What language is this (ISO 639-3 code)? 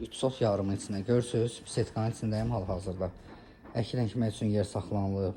aze